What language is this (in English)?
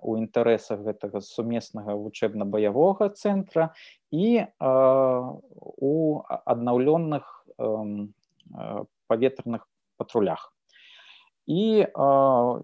Belarusian